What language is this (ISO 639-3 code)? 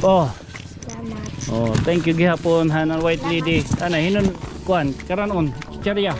war